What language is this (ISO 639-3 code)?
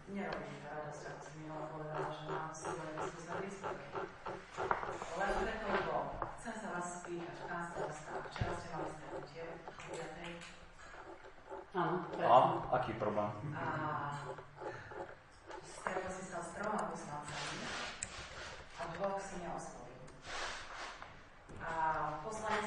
slk